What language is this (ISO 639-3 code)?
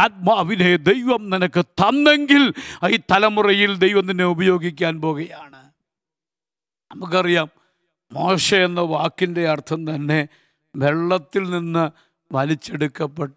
mal